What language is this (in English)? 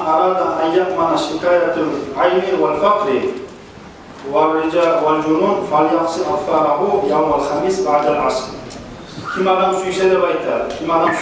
Kumyk